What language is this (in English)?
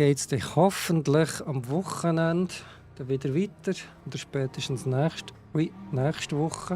Swiss German